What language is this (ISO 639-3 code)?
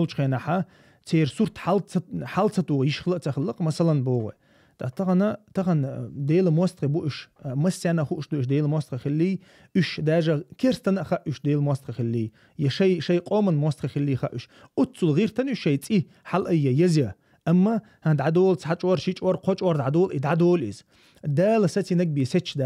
che